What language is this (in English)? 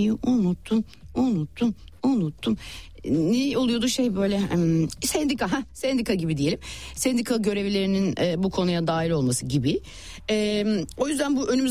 Turkish